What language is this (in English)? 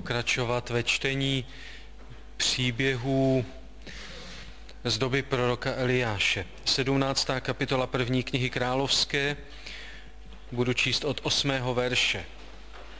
Czech